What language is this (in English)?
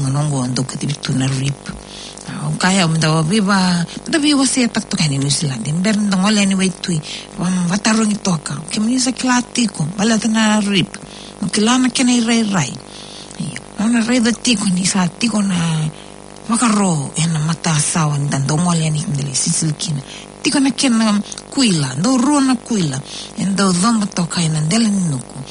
Fijian